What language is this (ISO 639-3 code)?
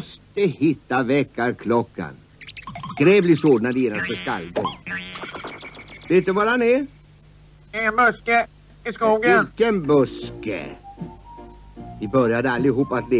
swe